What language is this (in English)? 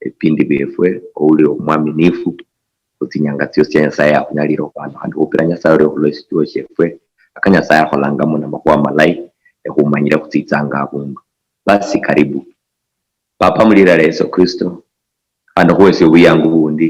Luyia